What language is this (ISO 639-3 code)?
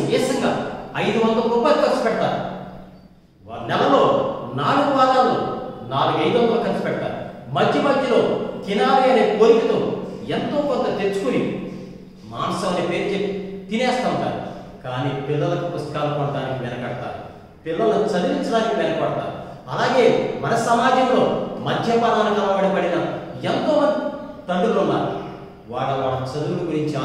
tel